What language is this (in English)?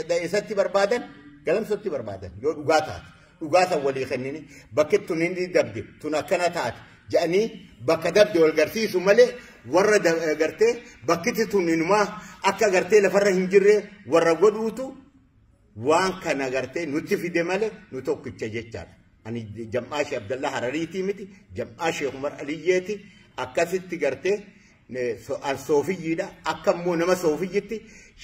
Oromo